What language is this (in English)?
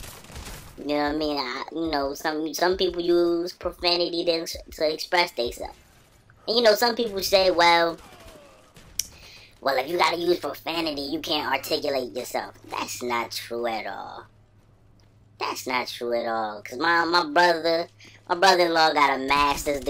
English